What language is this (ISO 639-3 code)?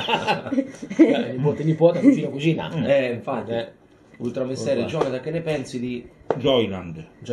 ita